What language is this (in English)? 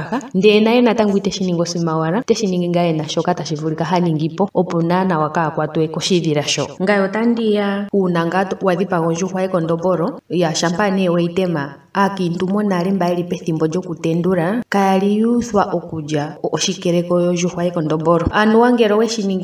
Ndonga